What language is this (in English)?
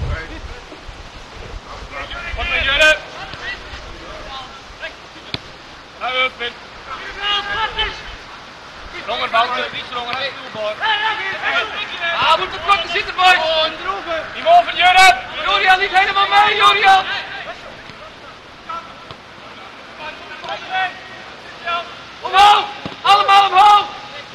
Dutch